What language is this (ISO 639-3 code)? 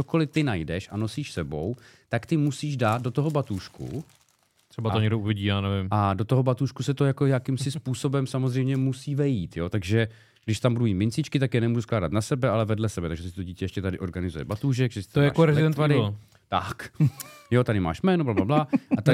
ces